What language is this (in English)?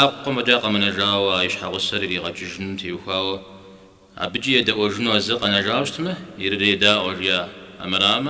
Kabardian